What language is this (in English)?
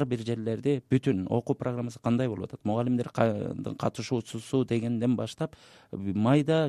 Kyrgyz